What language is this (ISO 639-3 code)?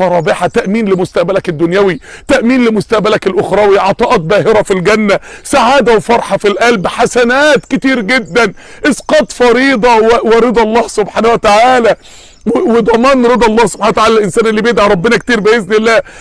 arz